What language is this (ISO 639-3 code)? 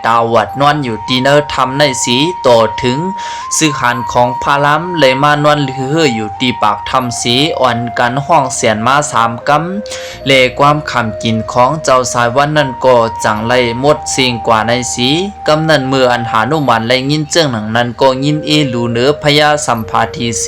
lao